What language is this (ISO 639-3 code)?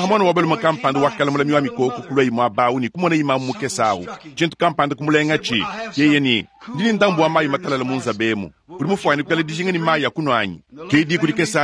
lua